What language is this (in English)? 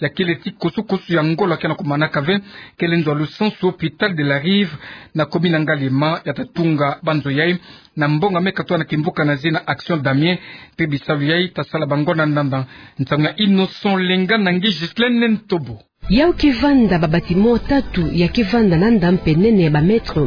Kituba (Democratic Republic of Congo)